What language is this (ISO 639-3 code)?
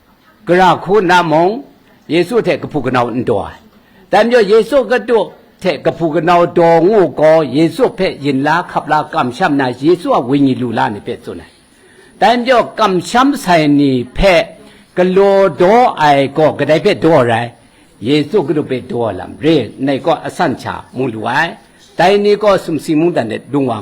kac